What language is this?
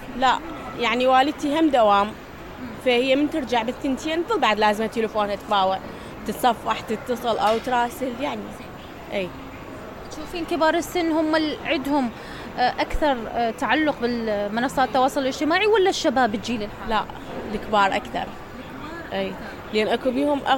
Mesopotamian Arabic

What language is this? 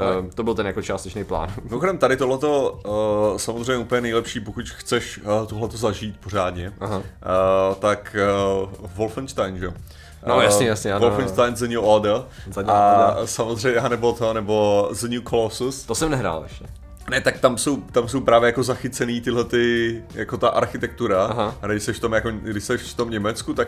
Czech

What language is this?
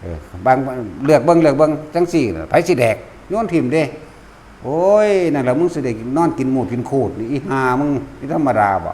Northeastern Thai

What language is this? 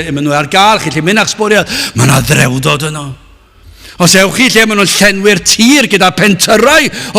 Welsh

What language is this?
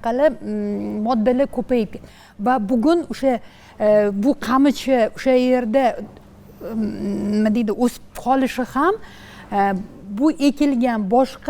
Uzbek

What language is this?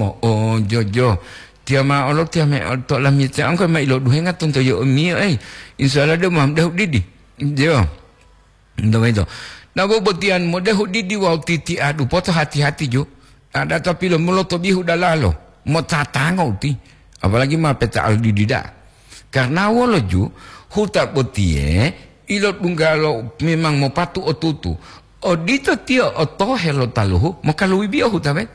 Gorontalo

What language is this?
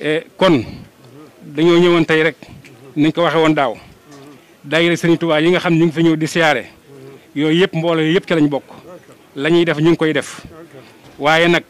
Wolof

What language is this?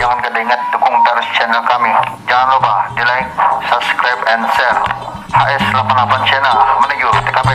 Banjar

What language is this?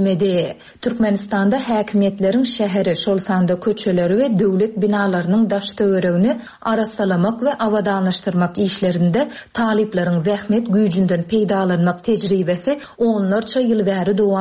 Turkmen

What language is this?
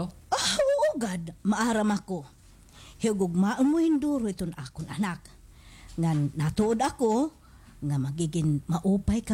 Waray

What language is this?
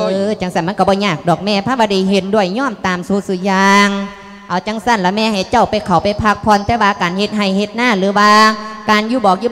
Lao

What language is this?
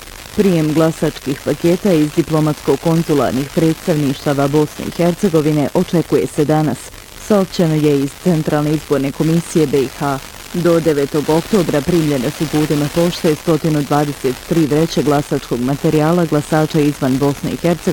Bosnian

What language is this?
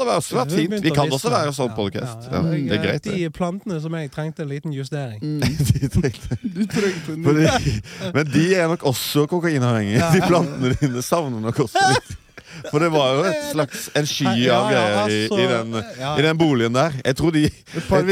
Norwegian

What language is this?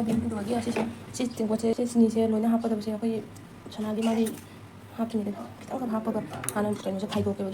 Manipuri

